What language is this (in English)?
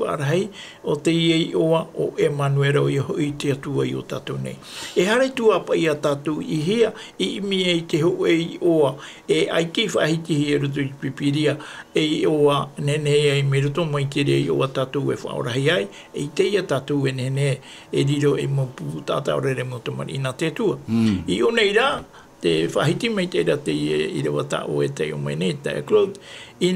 Tahitian